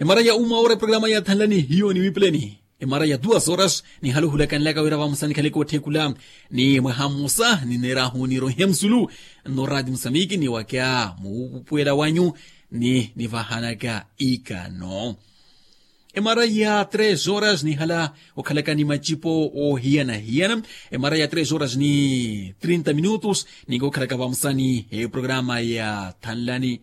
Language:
Makhuwa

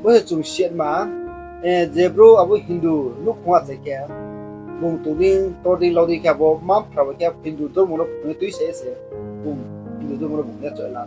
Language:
Riang (India)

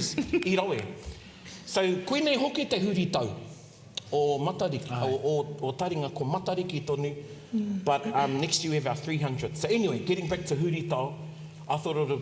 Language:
Māori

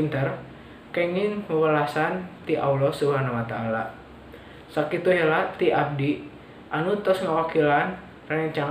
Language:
Sundanese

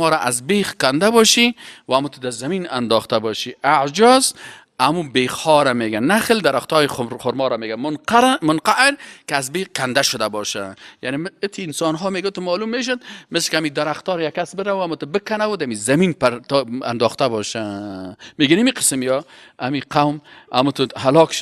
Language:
Persian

